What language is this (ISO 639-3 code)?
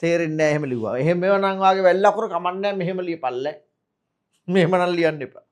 sin